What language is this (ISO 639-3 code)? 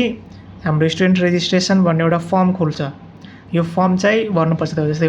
nep